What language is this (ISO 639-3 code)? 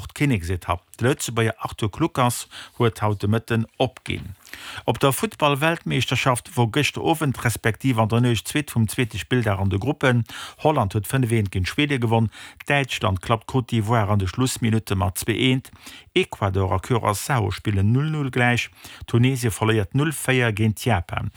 ltz